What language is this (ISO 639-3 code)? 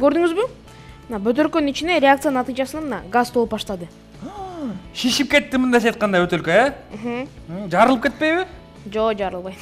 kir